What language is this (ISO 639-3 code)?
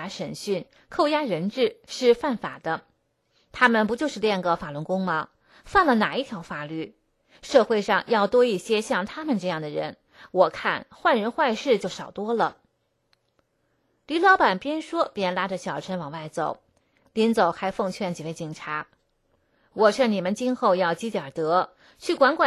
zho